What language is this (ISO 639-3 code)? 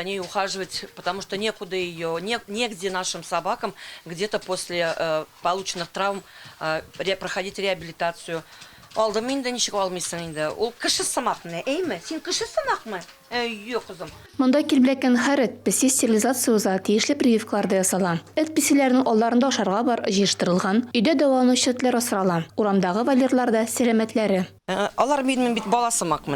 tat